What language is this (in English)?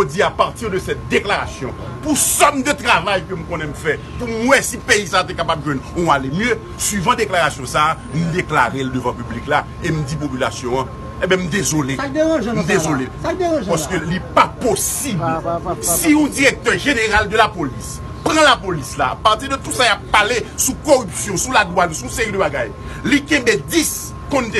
Haitian Creole